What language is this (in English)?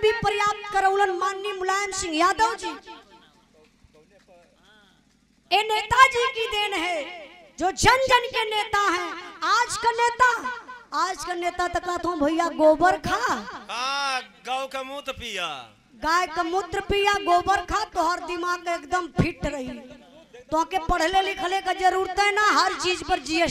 Bhojpuri